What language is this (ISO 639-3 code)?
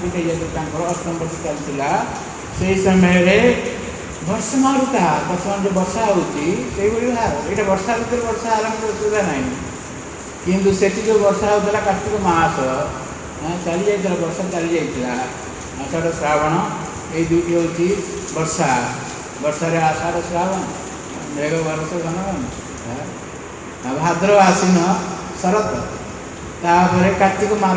ori